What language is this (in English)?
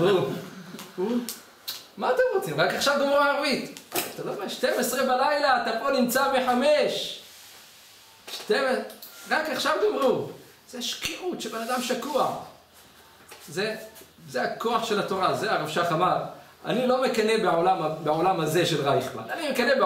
Hebrew